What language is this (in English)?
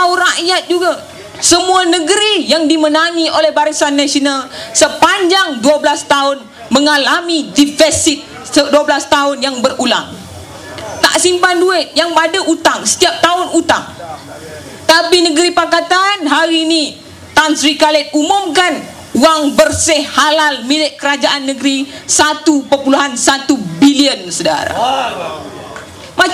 Malay